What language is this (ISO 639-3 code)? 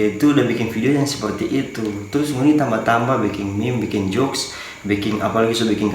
xmm